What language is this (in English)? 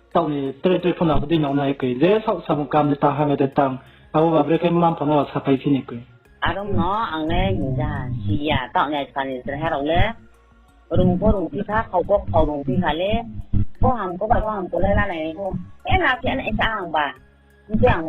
Riang (India)